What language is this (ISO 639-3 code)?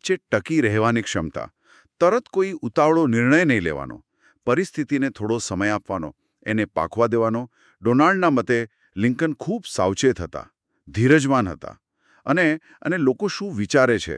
guj